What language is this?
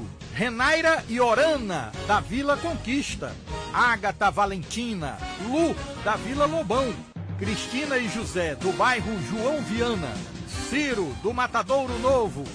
Portuguese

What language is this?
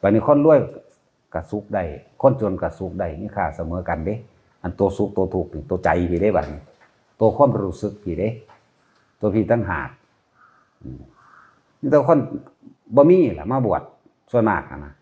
Northeastern Thai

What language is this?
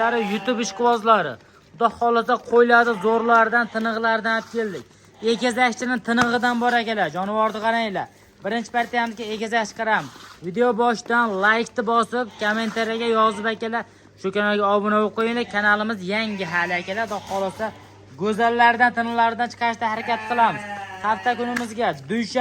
Uzbek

